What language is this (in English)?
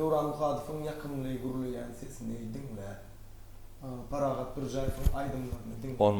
Turkmen